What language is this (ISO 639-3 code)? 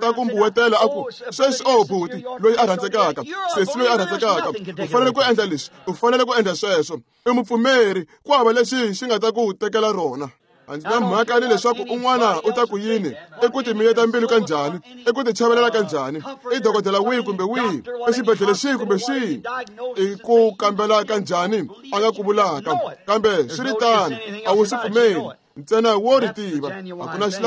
tso